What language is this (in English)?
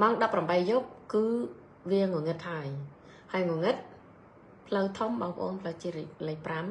Khmer